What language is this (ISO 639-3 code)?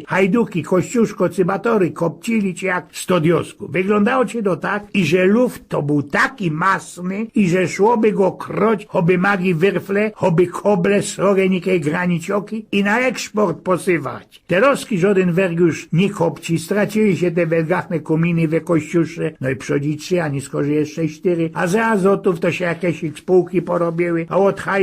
szl